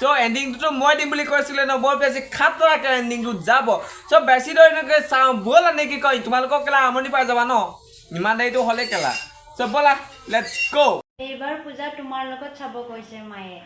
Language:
Assamese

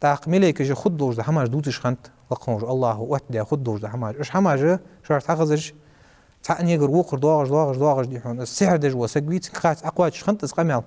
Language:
Ingush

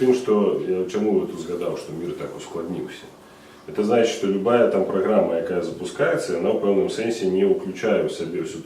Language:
Belarusian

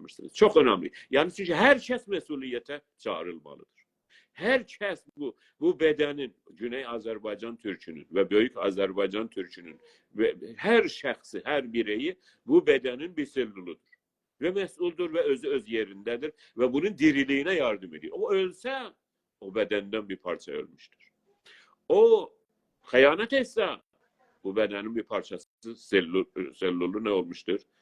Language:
South Azerbaijani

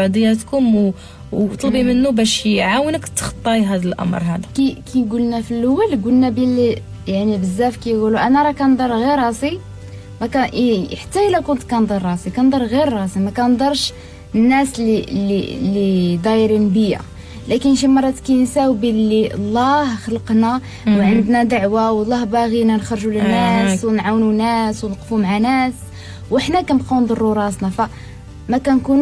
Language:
Moroccan Arabic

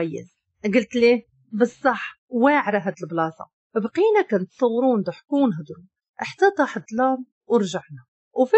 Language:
Moroccan Arabic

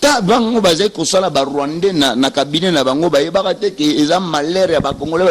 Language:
Lingala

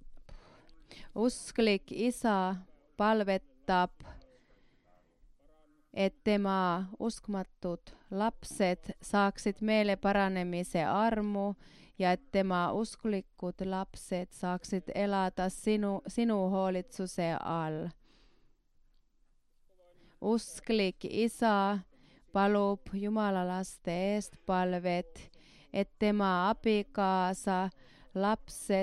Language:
Estonian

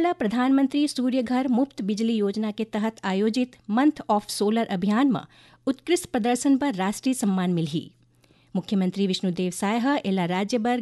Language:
Chhattisgarhi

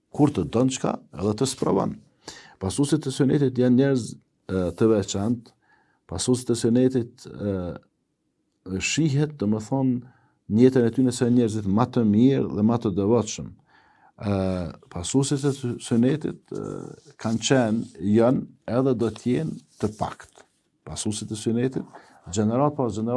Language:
Albanian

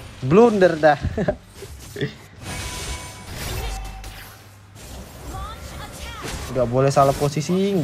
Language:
Indonesian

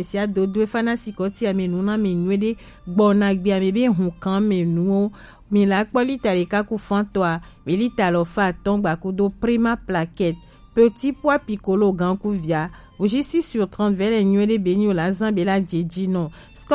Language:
Gen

